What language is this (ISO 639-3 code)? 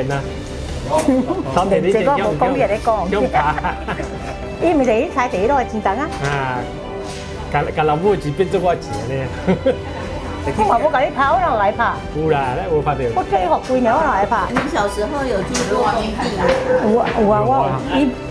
nan